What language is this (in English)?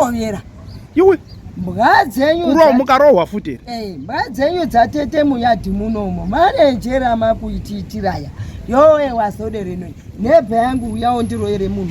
Shona